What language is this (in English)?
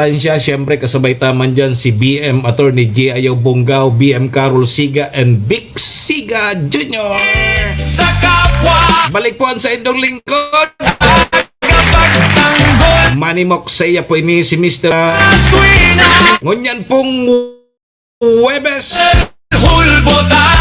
Bikol